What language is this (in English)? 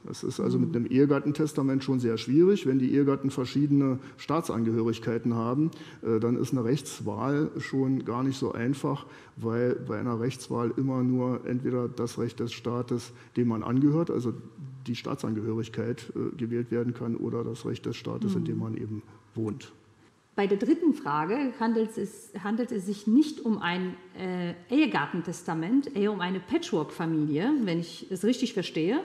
German